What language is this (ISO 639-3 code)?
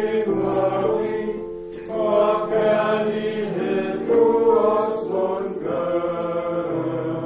dan